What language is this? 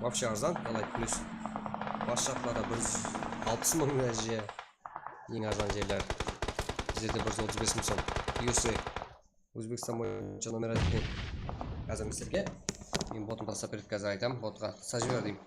Kara-Kalpak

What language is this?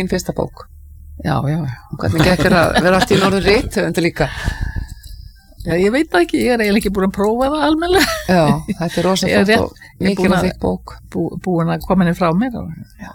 Icelandic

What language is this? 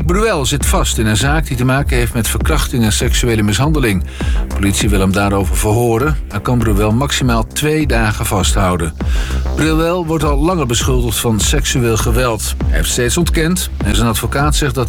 Dutch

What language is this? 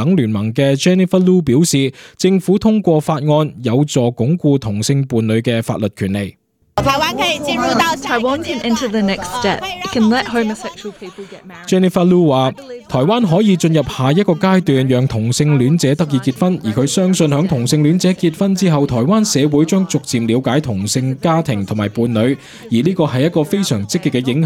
Cantonese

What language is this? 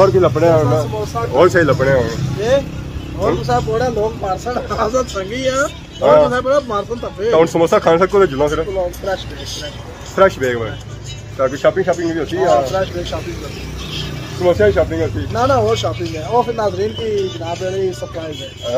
Pahari-Potwari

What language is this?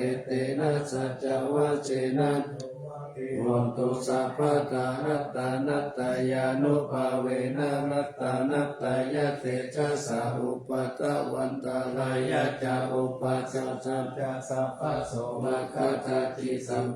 Pali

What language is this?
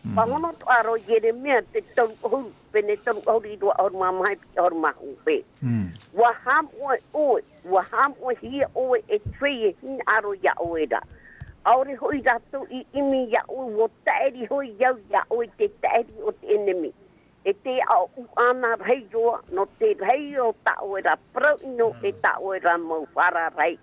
Tahitian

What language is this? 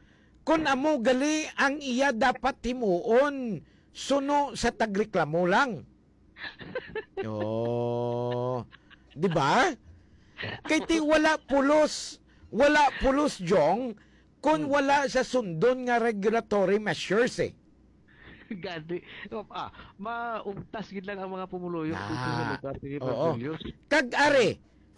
Hiligaynon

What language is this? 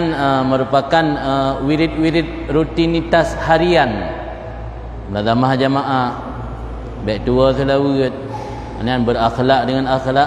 Achinese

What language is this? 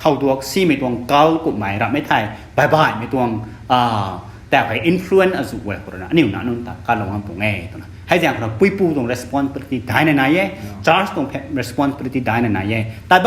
Rongmei Naga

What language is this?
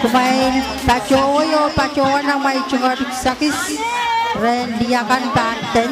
Pohnpeian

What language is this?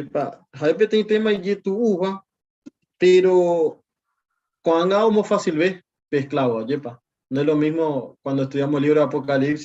Guarani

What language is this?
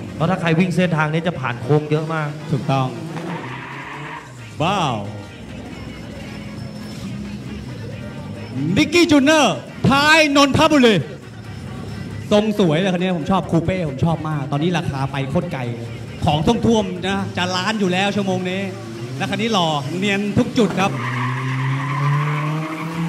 Thai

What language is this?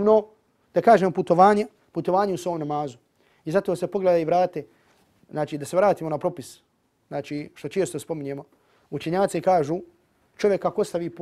Bosnian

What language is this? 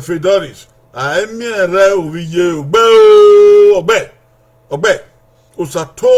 Bini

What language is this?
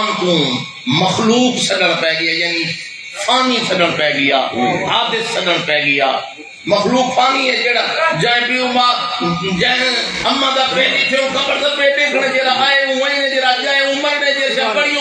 Saraiki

